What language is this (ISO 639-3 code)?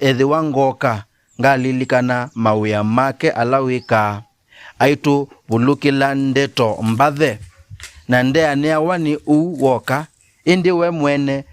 kam